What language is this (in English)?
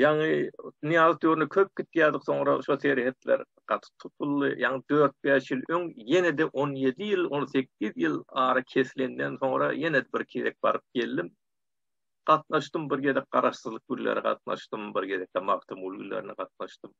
Turkmen